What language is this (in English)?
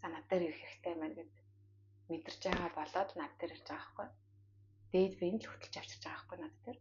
Mongolian